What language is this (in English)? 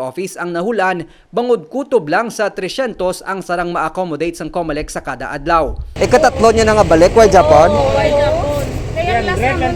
Hiligaynon